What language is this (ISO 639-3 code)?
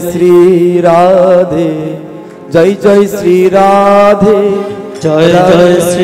ben